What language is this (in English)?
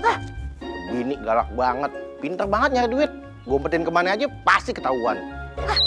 Betawi